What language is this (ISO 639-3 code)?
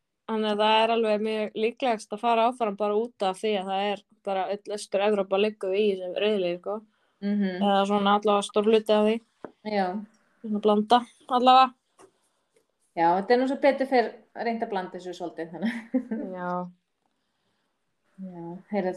isl